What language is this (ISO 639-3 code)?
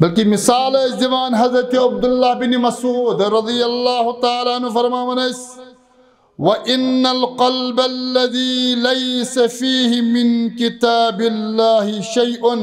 kas